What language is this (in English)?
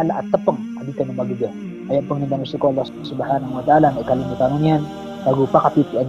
Maranao